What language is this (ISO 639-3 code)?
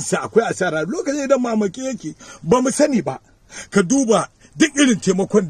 hau